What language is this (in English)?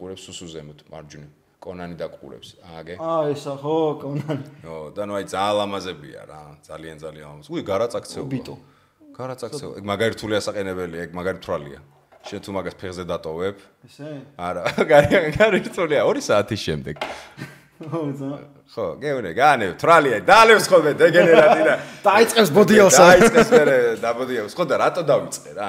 Georgian